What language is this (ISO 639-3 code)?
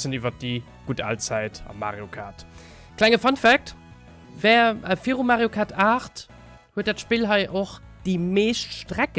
ltz